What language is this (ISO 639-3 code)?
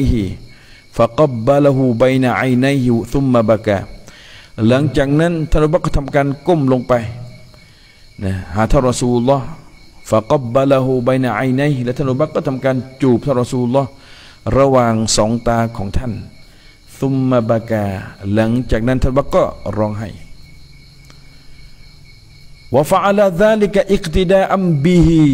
tha